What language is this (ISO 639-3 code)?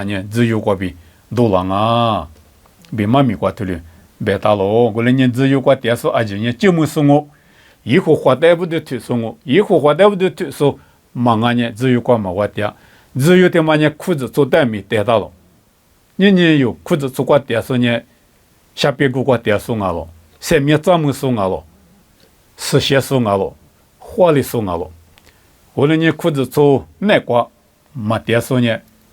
lis